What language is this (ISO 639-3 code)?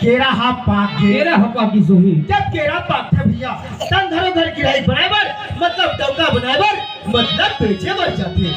hne